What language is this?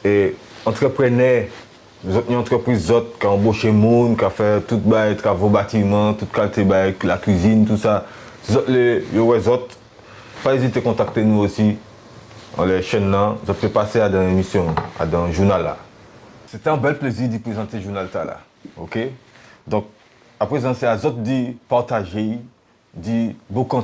Guadeloupean Creole French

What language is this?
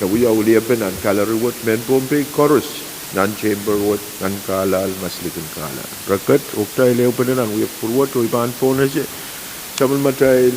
Pohnpeian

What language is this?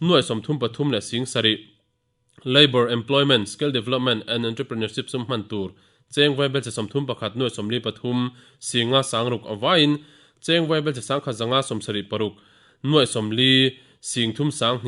Mizo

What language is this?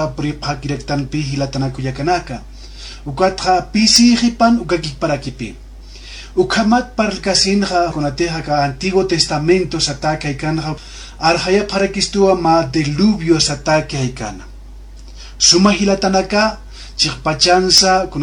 Aymara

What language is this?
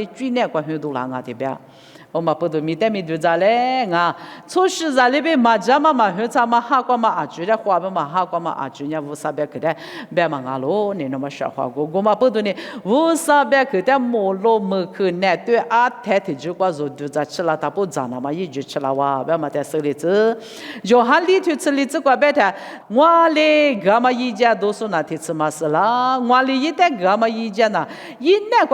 Lisu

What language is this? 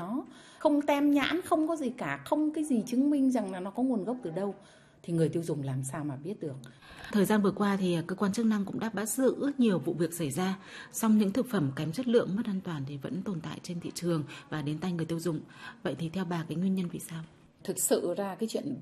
Vietnamese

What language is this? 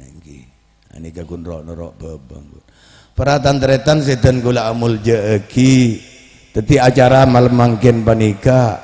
Madurese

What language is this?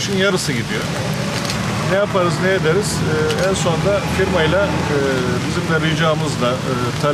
Turkish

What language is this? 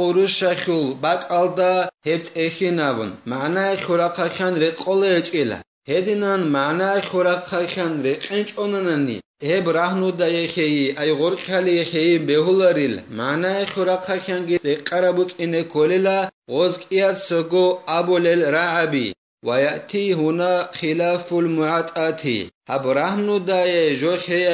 Avaric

